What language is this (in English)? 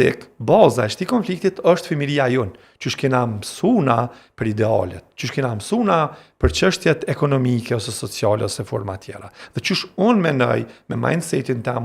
Albanian